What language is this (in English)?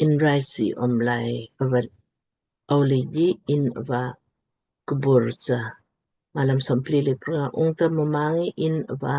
Lamkang